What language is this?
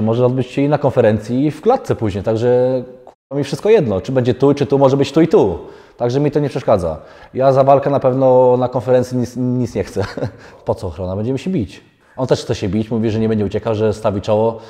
Polish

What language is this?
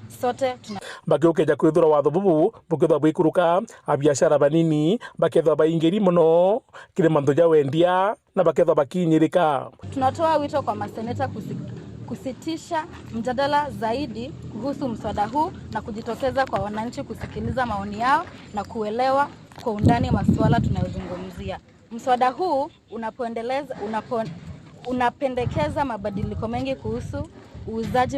Meru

